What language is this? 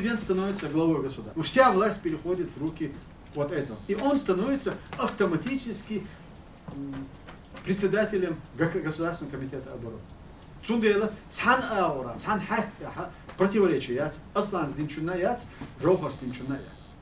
Chechen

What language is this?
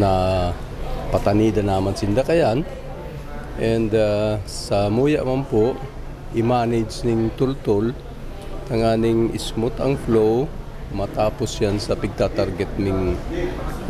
Bikol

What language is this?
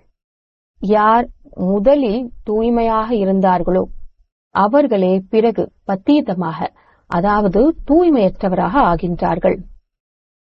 Tamil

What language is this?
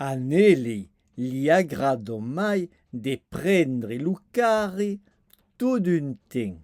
Occitan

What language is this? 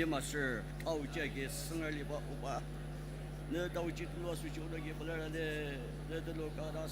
Ao Naga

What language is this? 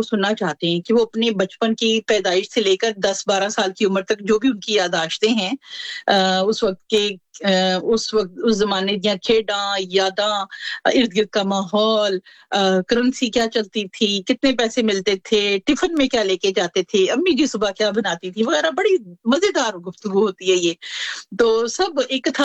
Urdu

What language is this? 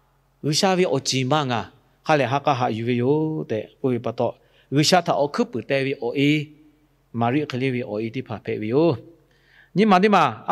Lahu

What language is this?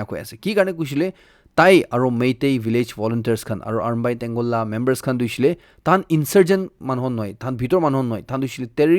Naga Pidgin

